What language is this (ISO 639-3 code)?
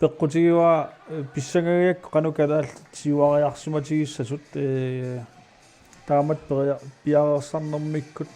kal